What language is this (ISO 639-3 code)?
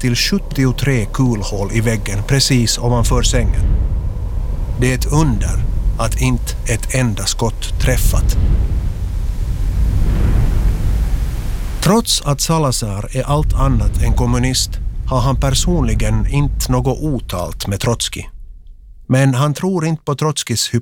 swe